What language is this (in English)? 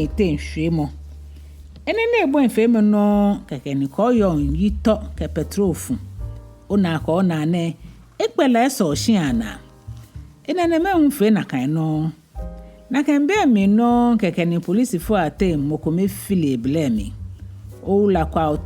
Ga